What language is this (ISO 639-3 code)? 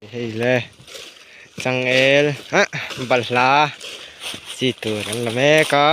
lus